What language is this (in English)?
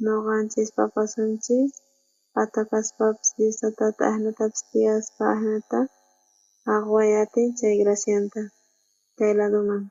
South Bolivian Quechua